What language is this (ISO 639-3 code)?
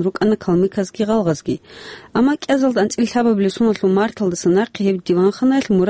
ava